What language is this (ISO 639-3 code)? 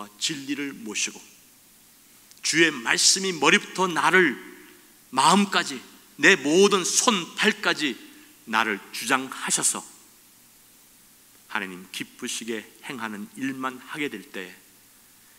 kor